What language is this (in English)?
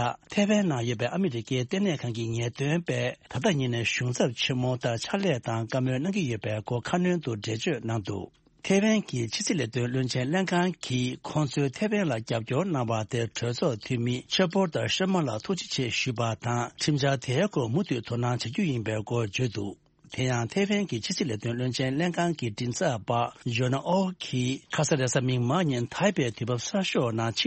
Tibetan